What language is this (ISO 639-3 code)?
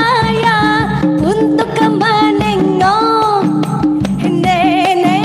bjn